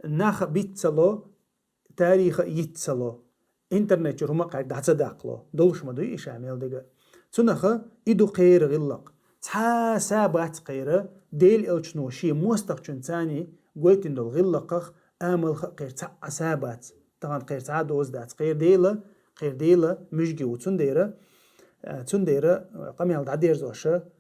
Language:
Chechen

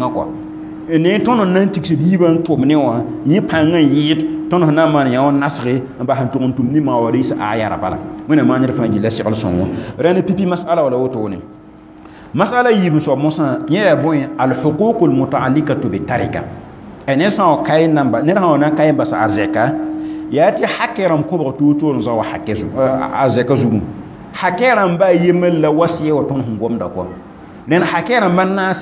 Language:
Mossi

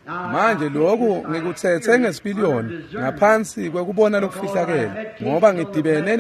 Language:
Swati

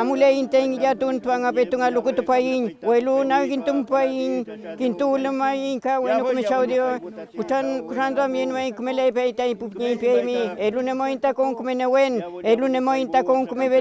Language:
Mapuche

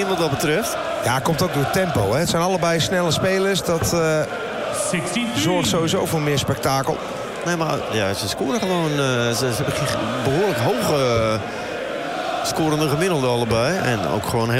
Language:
Dutch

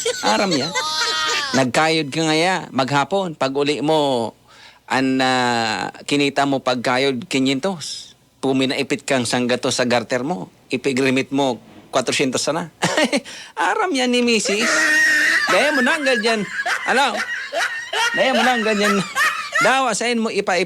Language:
Bikol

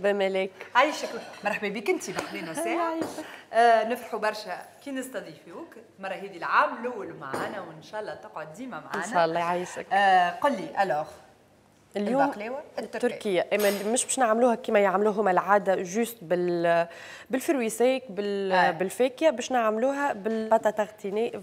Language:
Tunisian Arabic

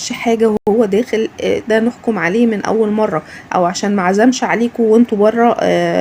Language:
Egyptian Arabic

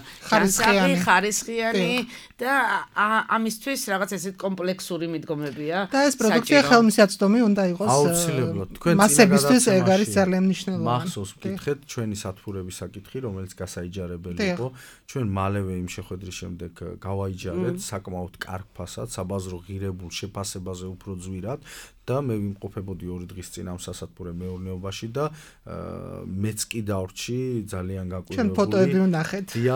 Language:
Georgian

